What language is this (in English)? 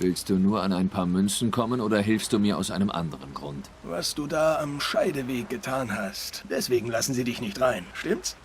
Swiss German